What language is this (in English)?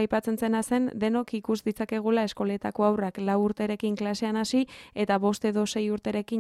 Basque